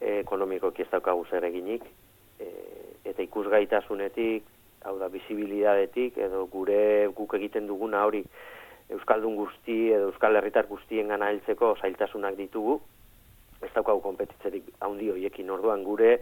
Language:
Basque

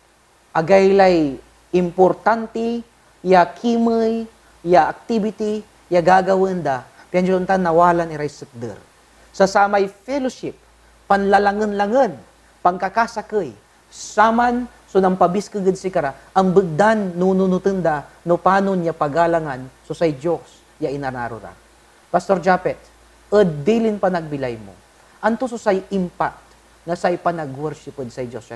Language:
Pangasinan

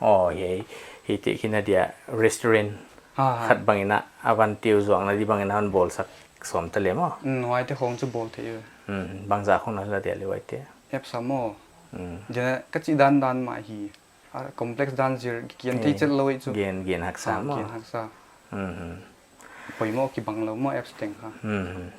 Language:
Paite Chin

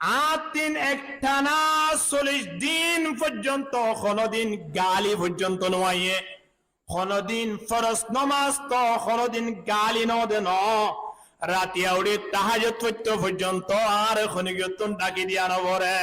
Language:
Rohingya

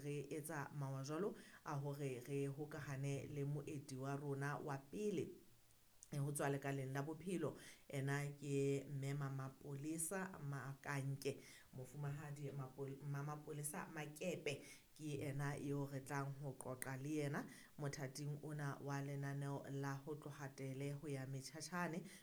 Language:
Southern Sotho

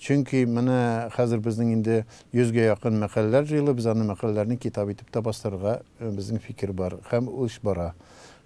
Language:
Tatar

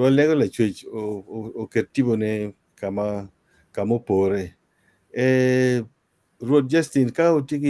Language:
Acoli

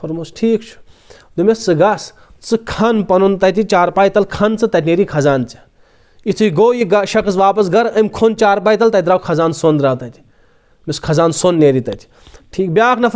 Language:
Kashmiri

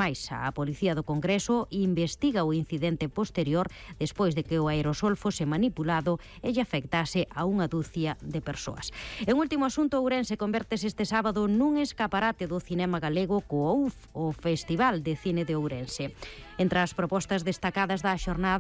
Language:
Galician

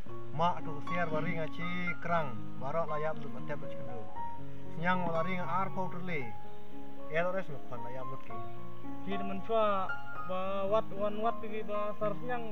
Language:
Khasi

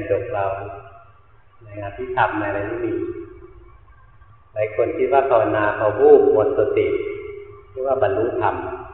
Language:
Thai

